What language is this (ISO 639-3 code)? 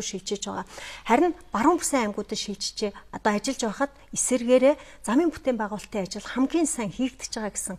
mon